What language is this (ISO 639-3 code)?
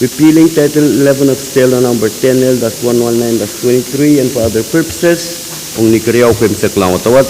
pon